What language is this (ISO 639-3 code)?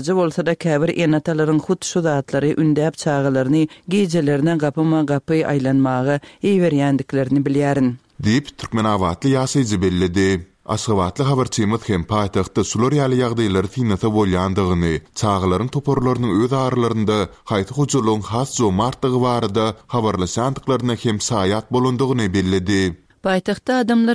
tuk